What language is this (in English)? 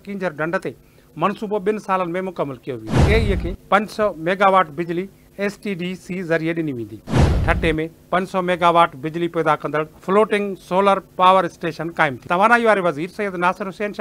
Sindhi